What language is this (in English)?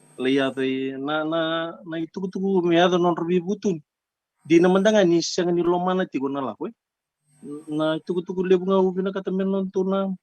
Fijian